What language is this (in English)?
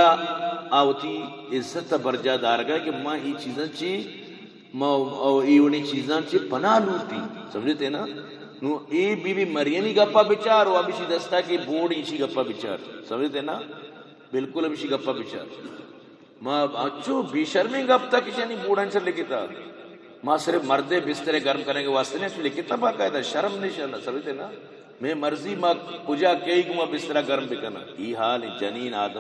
Eastern Balochi